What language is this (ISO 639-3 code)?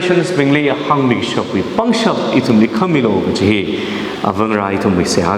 nmf